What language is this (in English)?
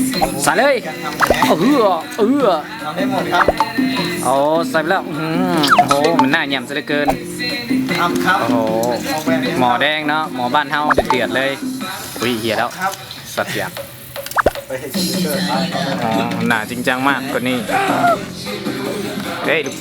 Lao